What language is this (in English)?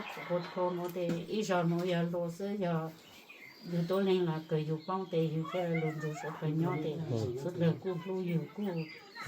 Hmong